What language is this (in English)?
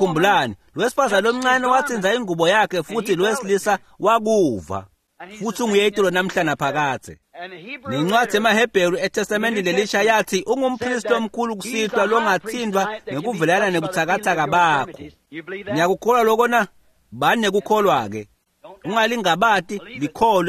Swati